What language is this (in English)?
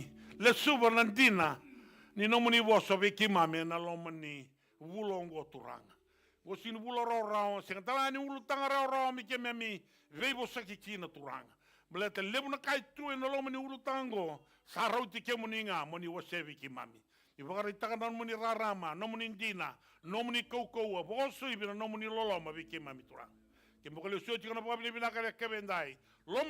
Fijian